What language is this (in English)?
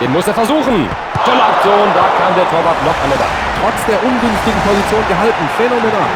Bavarian